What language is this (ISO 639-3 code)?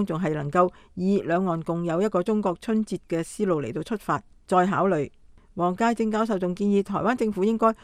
yue